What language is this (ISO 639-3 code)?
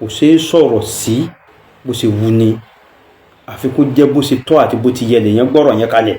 yor